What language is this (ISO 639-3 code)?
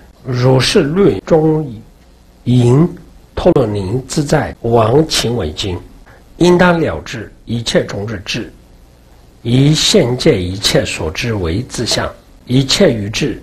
zho